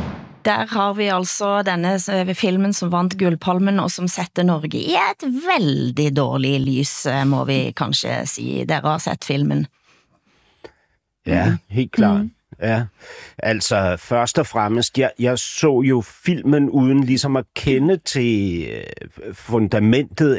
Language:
Norwegian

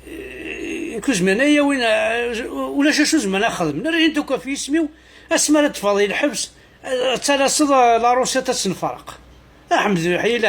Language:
Kabyle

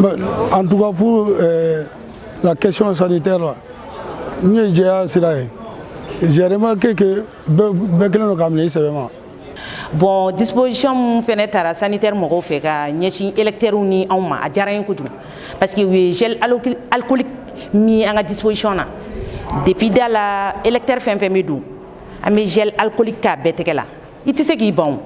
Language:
Bambara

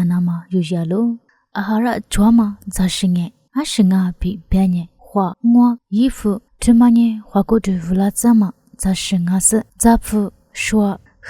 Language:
Lisu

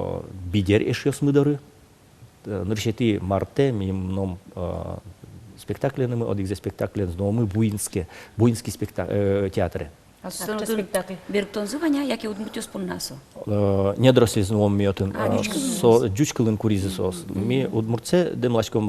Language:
Udmurt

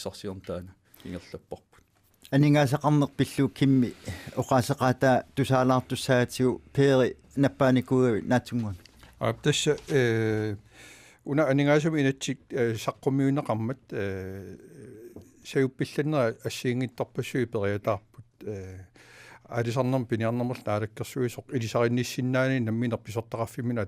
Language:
Kalaallisut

